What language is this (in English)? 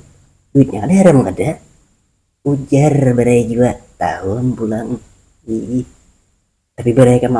Banjar